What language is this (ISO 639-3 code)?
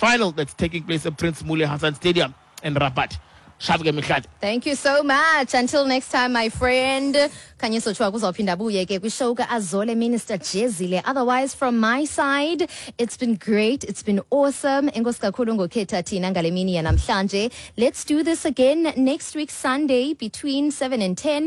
xho